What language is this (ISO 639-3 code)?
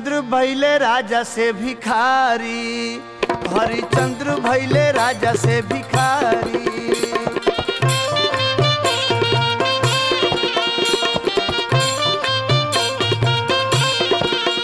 bho